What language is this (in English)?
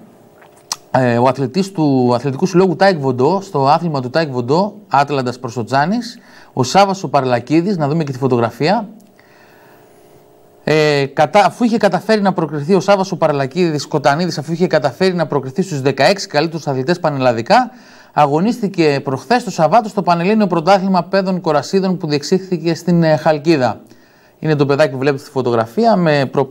Greek